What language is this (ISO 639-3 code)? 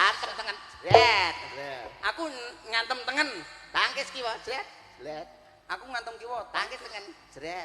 jav